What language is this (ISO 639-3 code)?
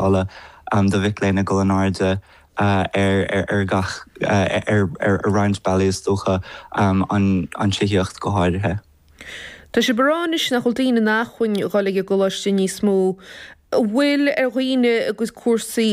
gle